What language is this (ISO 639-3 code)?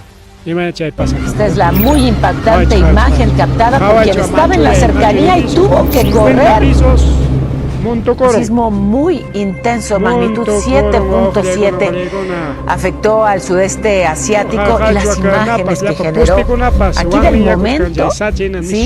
quy